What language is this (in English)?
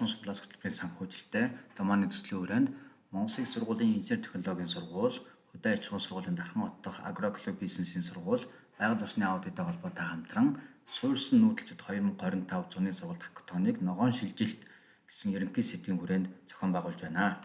Mongolian